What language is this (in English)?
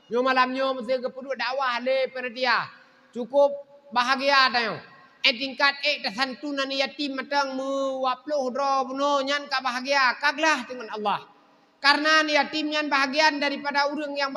Achinese